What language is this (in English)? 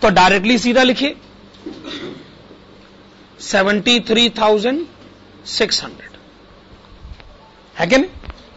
Hindi